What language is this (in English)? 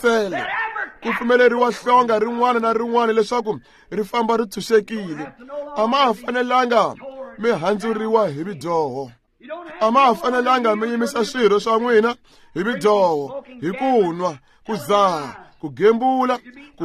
Tsonga